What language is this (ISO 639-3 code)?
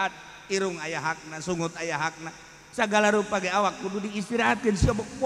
sun